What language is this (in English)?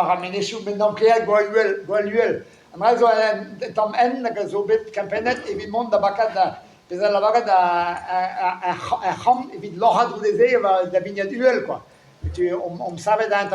Breton